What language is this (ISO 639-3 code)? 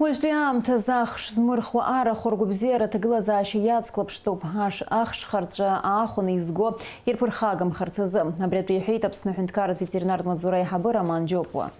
abk